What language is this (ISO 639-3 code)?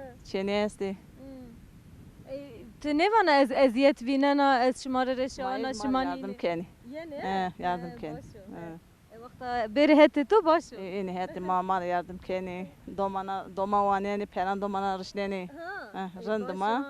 zza